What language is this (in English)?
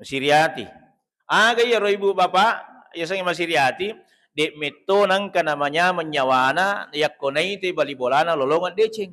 Buginese